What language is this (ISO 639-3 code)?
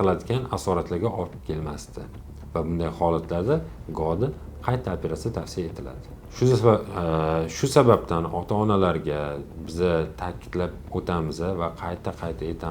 uzb